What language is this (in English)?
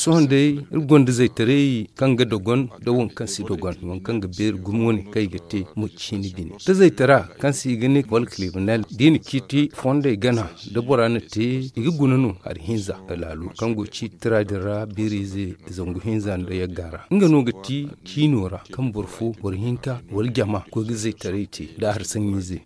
Zarma